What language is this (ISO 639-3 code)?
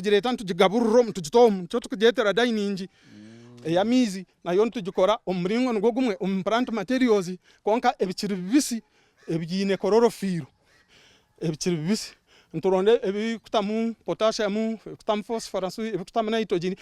nyn